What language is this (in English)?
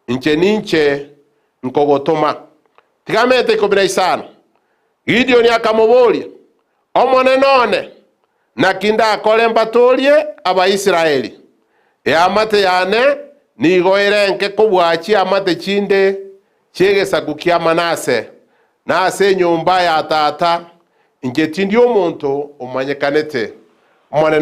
Gusii